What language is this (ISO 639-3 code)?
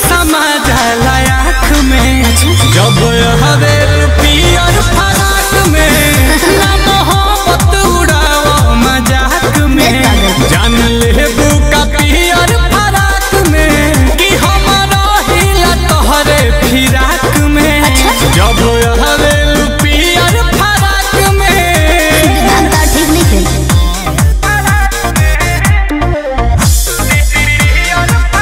bho